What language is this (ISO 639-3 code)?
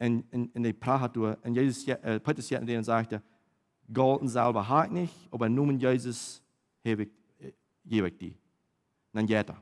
pdt